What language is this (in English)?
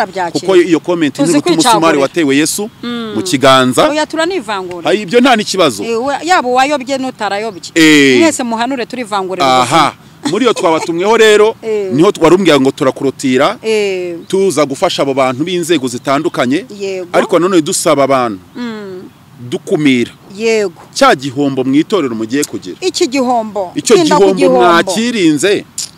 Kinyarwanda